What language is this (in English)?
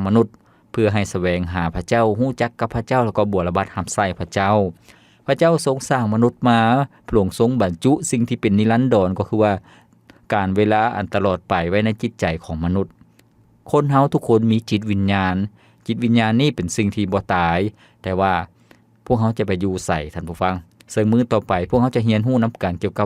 Lao